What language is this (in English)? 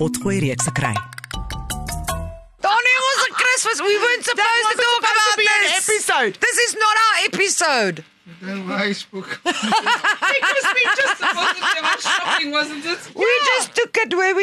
Afrikaans